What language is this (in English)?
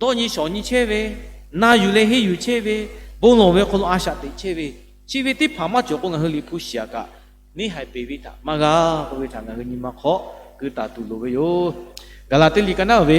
Lahu